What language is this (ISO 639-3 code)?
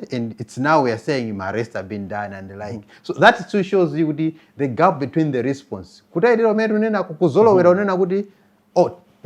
nya